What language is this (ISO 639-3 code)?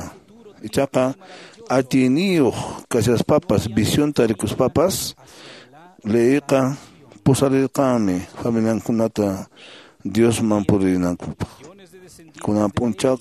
que